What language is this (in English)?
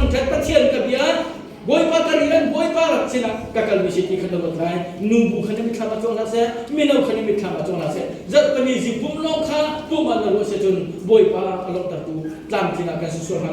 Hakha Chin